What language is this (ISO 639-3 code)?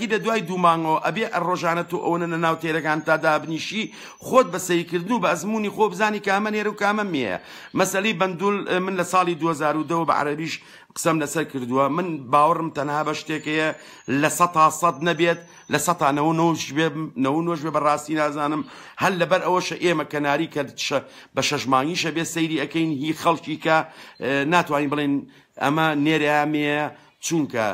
ckb